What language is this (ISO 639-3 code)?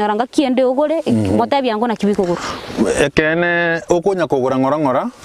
guz